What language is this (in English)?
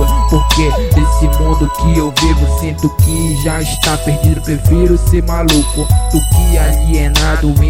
Portuguese